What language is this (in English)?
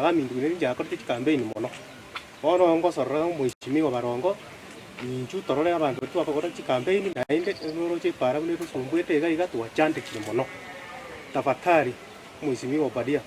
Gusii